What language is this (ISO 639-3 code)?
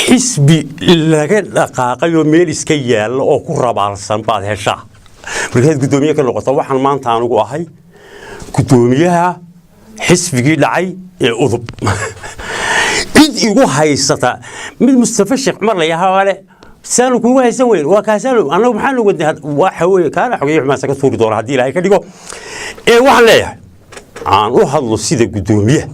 som